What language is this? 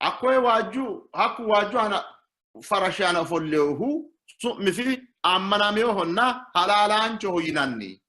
Sidamo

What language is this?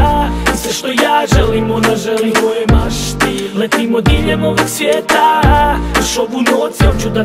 Croatian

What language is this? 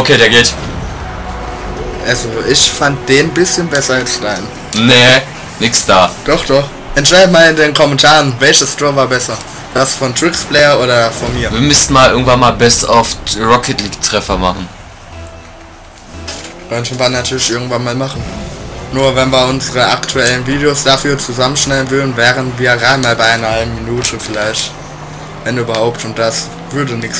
German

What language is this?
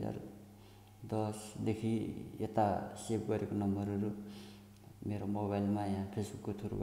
Nepali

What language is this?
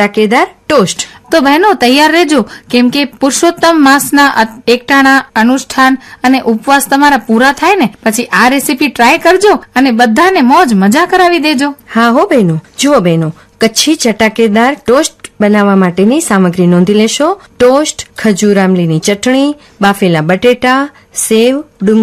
Gujarati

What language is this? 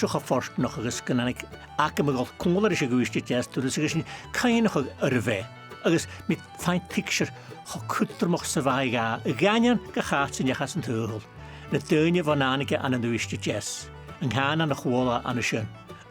Scottish Gaelic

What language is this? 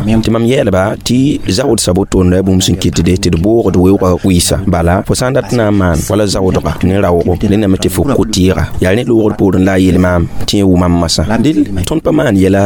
Mossi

